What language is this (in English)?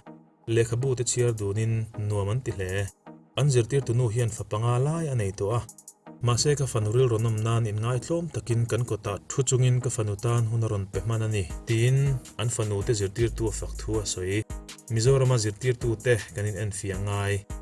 Mizo